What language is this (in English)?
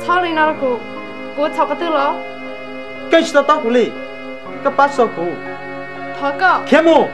Hmong